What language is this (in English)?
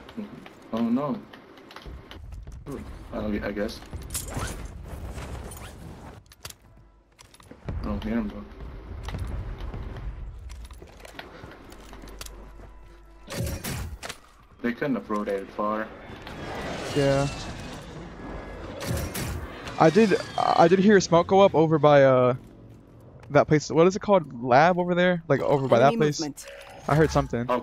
English